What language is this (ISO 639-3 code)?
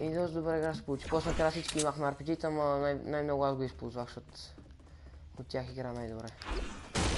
bul